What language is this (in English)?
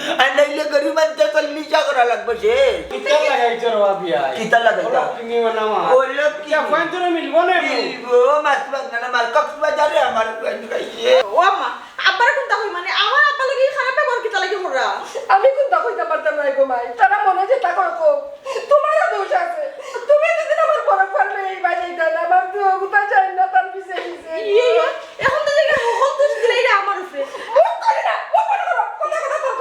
Sylheti